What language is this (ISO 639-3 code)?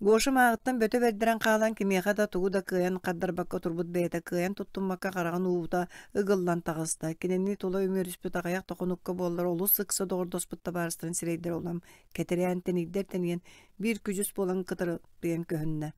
sah